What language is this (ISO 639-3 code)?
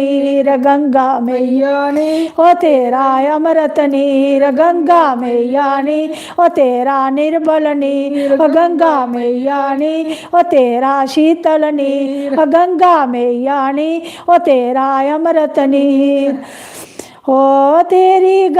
doi